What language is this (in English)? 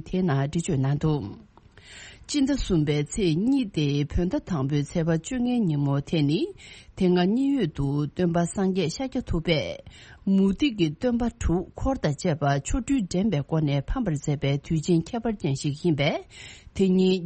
Tibetan